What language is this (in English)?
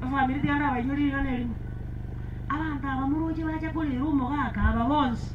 Gusii